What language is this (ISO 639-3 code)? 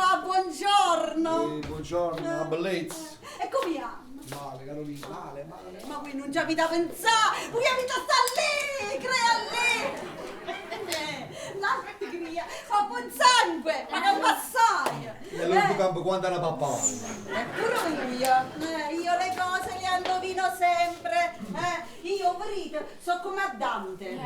nap